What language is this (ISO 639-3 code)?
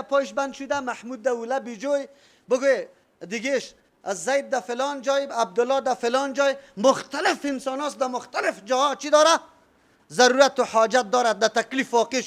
fas